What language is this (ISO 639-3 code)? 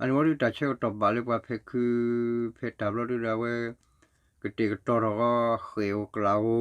ksw